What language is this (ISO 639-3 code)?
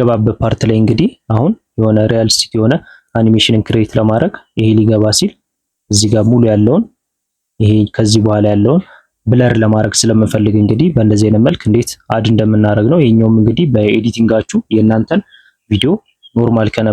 amh